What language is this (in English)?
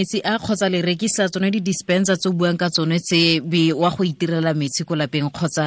Tswana